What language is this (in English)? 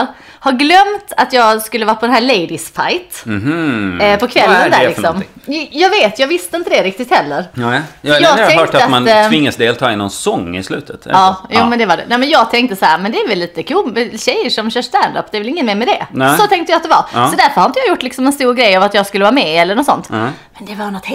Swedish